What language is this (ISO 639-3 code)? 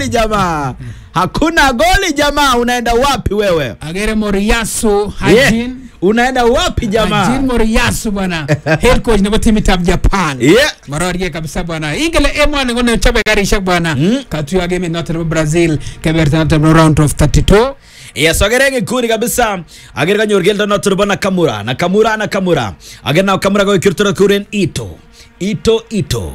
swa